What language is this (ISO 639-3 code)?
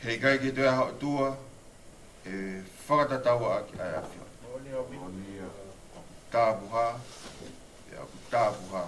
ton